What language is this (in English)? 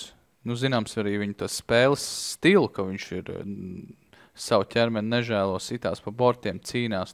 Latvian